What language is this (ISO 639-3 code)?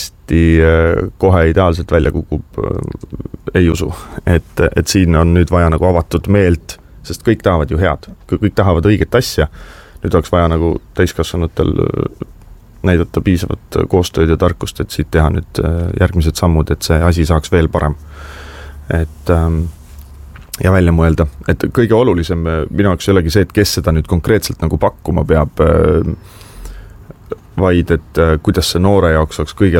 est